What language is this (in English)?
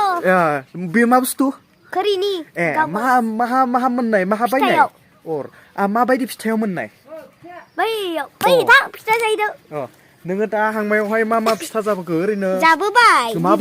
Bodo